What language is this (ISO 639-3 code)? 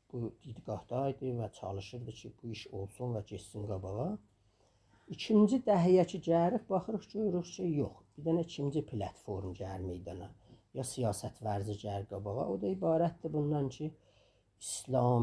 azb